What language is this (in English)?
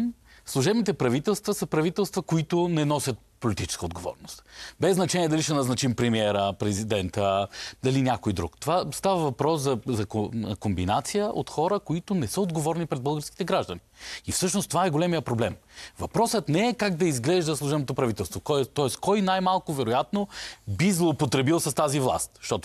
Bulgarian